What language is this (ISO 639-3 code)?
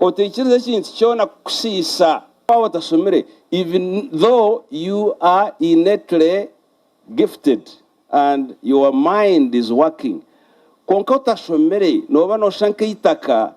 nyn